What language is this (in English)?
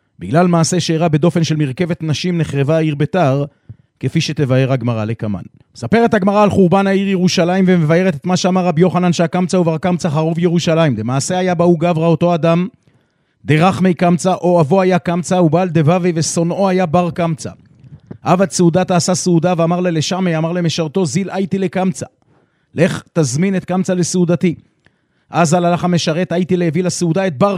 Hebrew